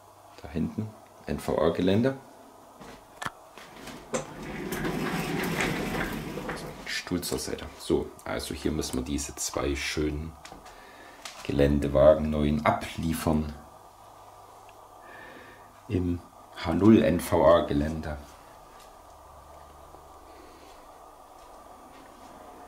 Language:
German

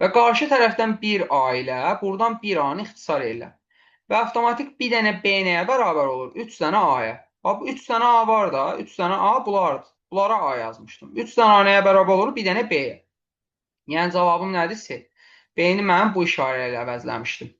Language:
Azerbaijani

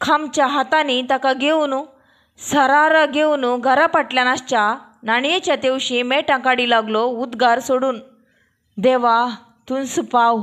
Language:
Konkani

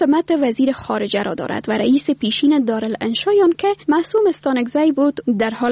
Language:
Persian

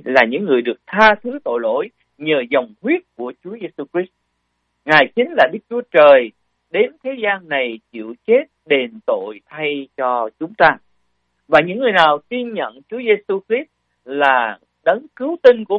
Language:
Vietnamese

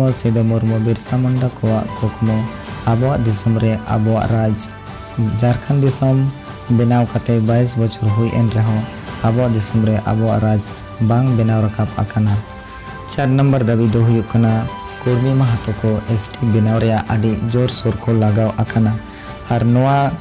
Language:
Santali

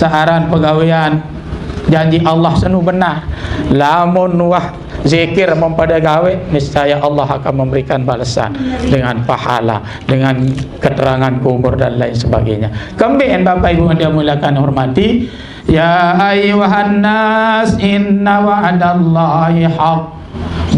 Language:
Sasak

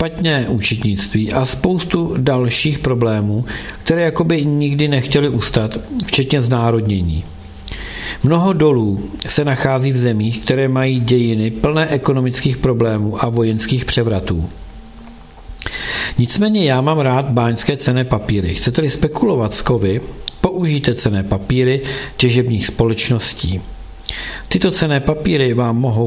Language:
Czech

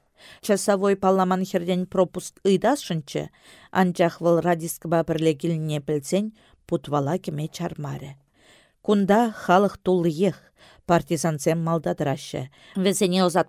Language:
Chuvash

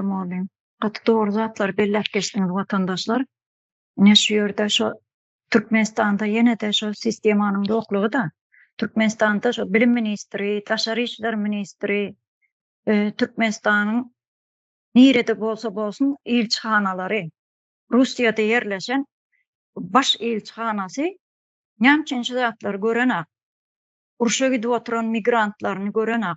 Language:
Turkmen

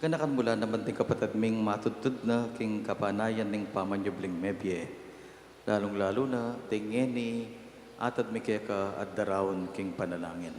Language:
Pampanga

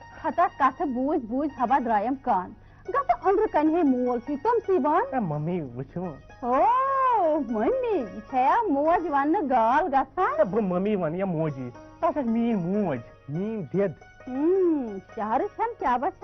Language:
Kashmiri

